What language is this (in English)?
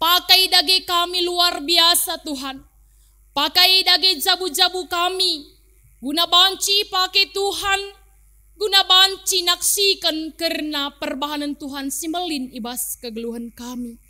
Batak Karo